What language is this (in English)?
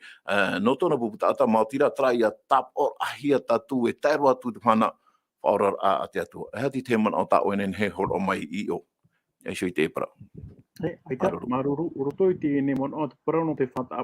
Tahitian